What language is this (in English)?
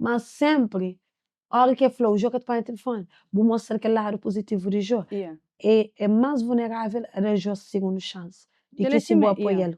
Kabuverdianu